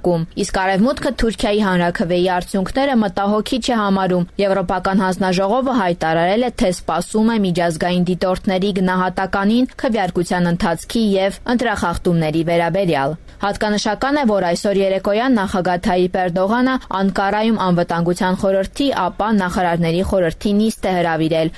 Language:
Armenian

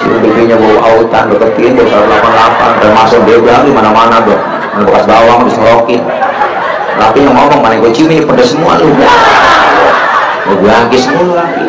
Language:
Betawi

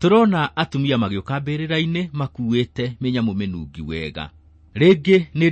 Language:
Kikuyu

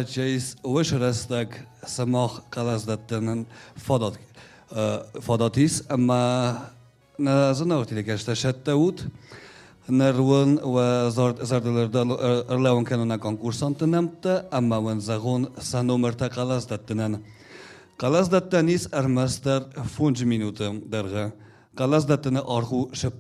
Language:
Ossetic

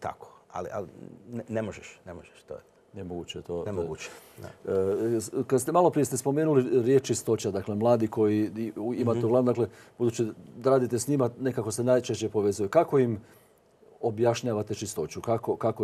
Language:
Croatian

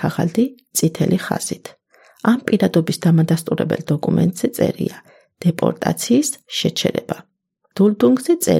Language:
Georgian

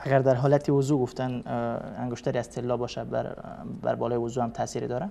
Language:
Persian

